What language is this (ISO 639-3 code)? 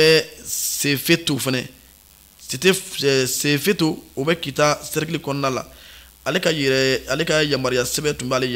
bam